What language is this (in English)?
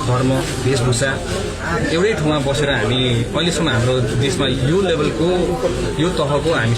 Nepali